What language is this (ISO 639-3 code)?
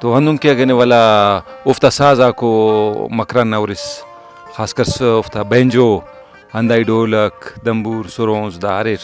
brh